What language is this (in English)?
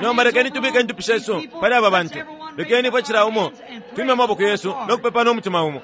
Bemba